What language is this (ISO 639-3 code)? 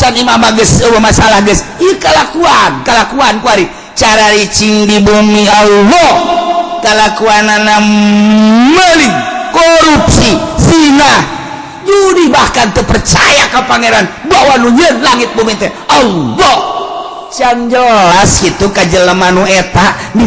sun